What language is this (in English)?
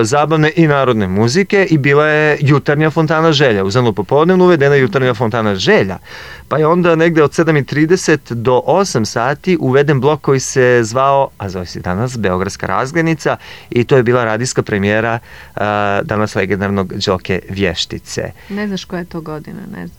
Serbian